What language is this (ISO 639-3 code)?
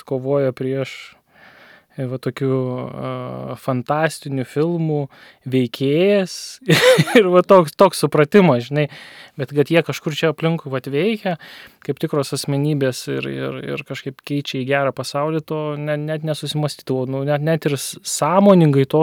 lit